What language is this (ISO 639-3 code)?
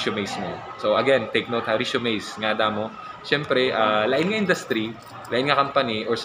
hil